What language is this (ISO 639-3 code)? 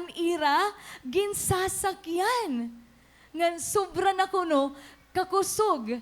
war